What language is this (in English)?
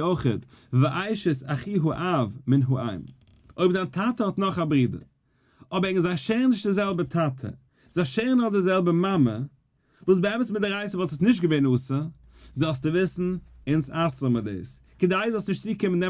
Yiddish